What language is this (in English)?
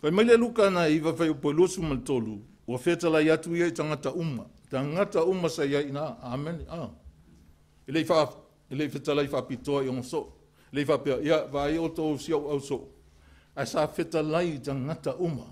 Samoan